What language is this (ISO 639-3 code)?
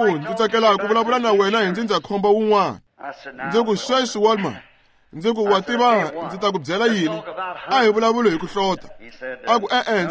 tso